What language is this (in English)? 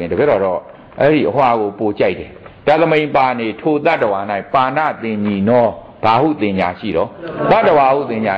Burmese